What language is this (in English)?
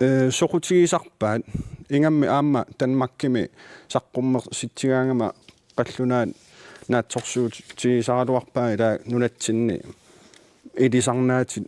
Kalaallisut